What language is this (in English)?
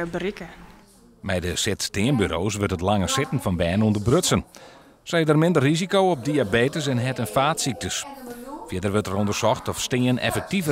Western Frisian